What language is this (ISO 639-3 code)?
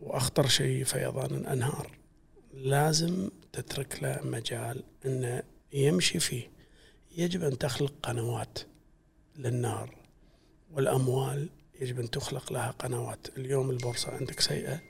afb